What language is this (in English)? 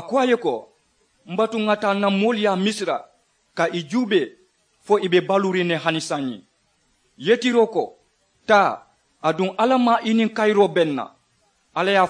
Mandingo